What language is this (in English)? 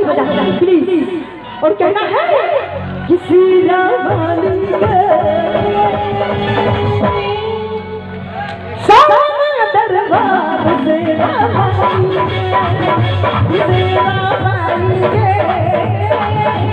Bhojpuri